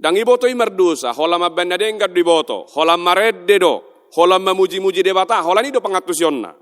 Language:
Batak Toba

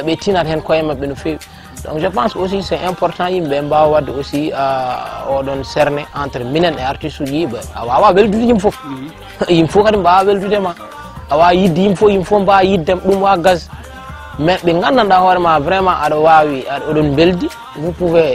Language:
Fula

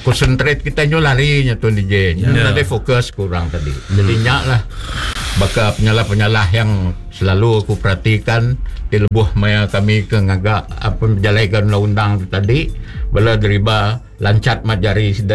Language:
Iban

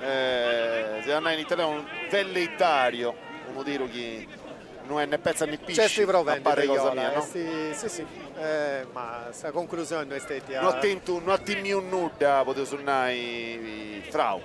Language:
Sardinian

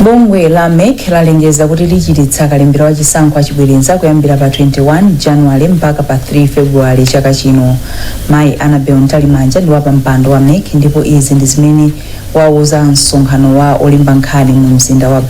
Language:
Nyanja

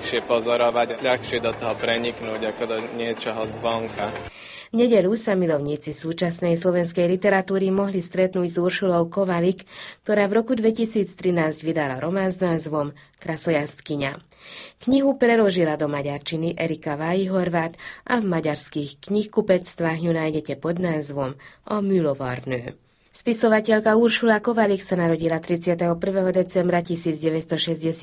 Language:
Slovak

